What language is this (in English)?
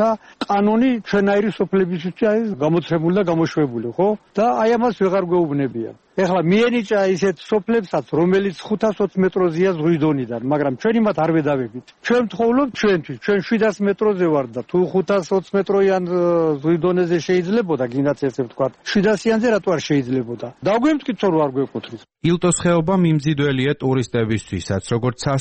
Georgian